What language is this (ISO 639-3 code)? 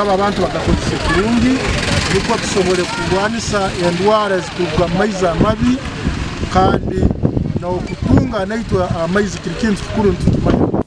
nyn